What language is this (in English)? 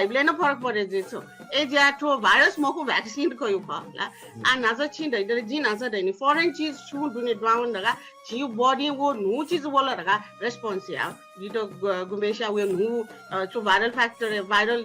Newari